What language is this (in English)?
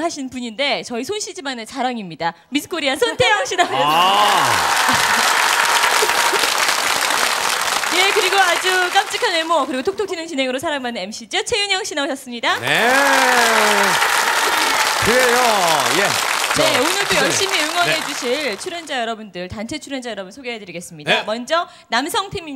Korean